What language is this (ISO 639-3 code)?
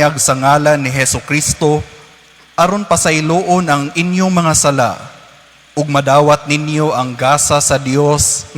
ceb